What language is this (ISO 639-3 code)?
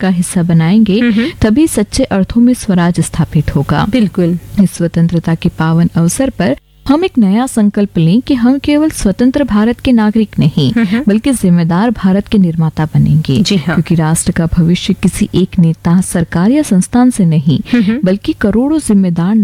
hin